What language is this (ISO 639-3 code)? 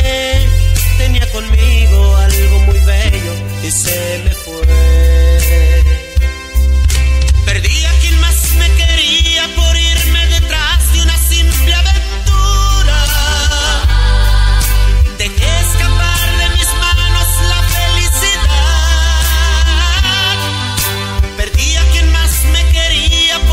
spa